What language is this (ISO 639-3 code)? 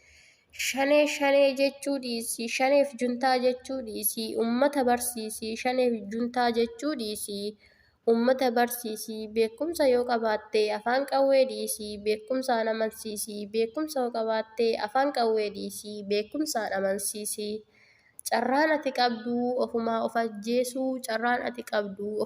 orm